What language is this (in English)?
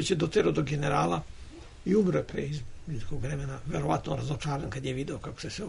Serbian